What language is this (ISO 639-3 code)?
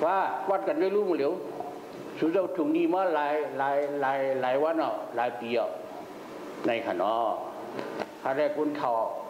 shn